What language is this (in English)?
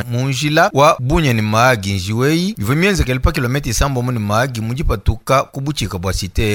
Luba-Lulua